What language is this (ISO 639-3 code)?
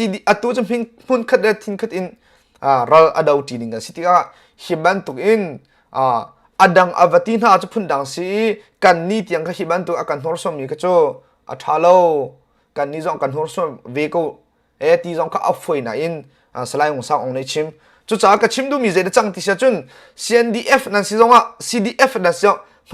cnh